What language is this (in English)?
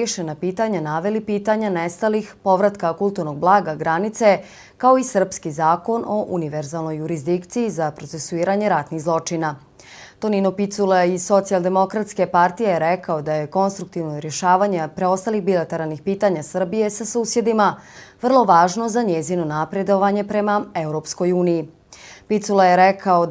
Croatian